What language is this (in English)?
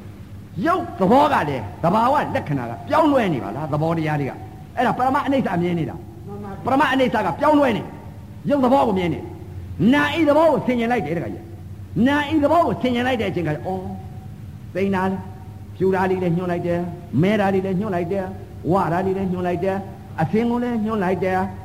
Burmese